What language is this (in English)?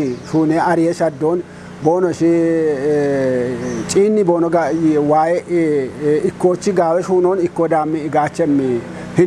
Kafa